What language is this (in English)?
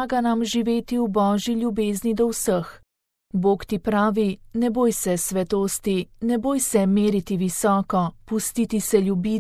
Slovenian